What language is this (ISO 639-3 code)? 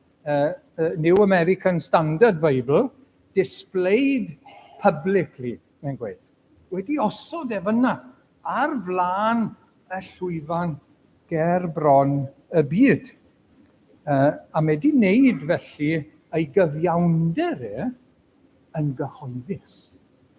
cym